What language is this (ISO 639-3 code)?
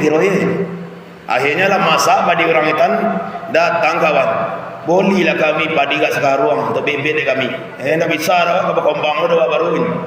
min